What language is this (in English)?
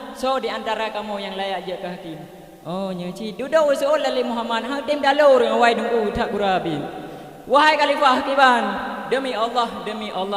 Achinese